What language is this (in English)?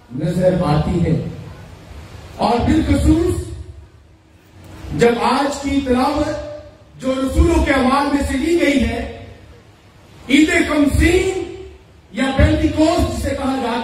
Urdu